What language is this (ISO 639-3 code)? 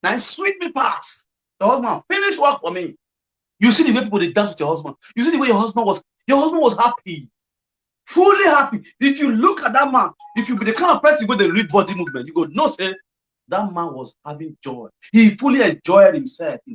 pcm